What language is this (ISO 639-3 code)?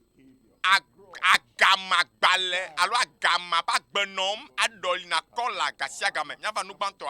ewe